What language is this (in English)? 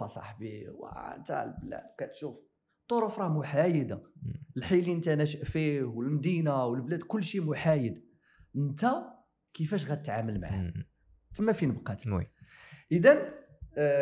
Moroccan Arabic